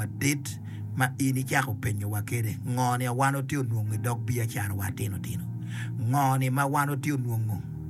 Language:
Acoli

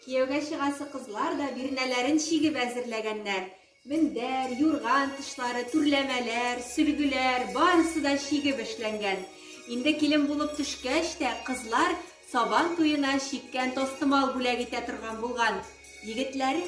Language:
Tatar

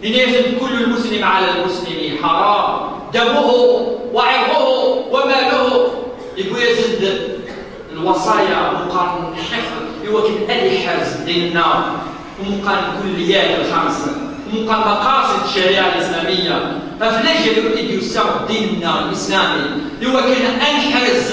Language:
Kabyle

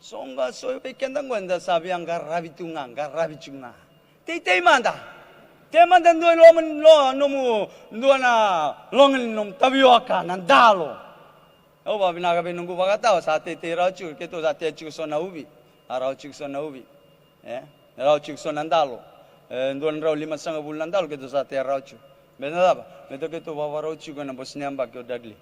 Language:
Fijian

